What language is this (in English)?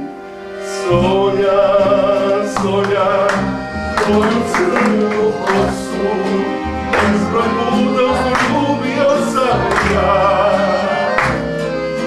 Serbian